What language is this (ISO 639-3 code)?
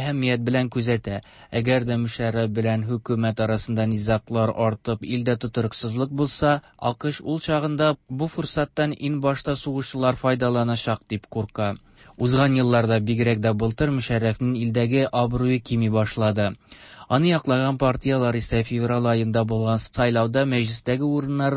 tat